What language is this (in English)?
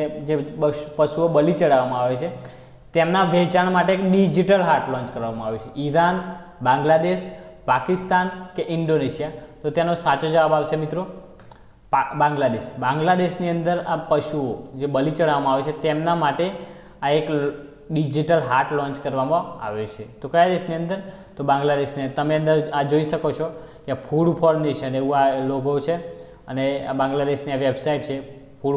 Gujarati